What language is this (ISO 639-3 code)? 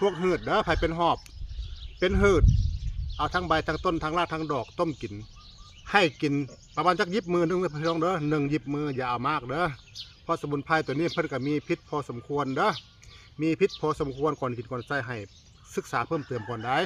tts